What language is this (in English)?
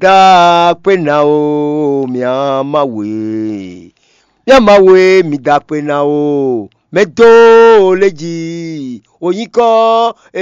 Fon